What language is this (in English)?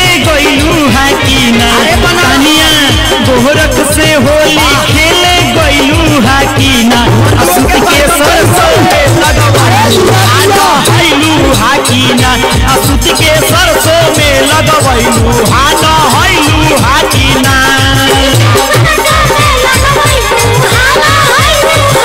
Bhojpuri